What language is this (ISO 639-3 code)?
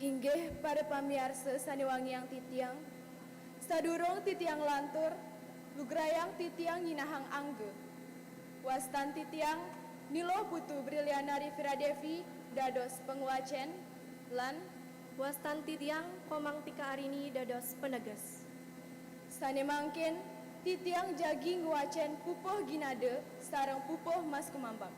ban